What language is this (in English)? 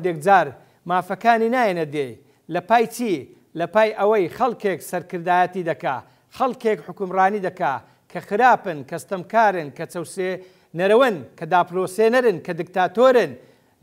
Central Kurdish